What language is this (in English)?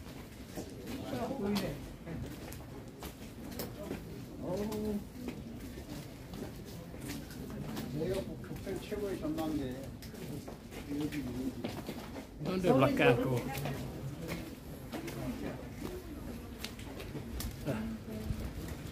Malay